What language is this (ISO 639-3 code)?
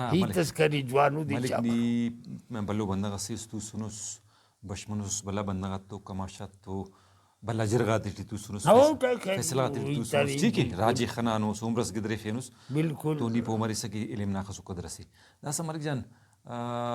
brh